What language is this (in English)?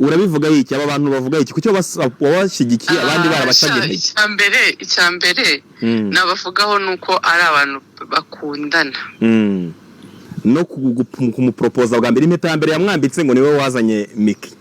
Kinyarwanda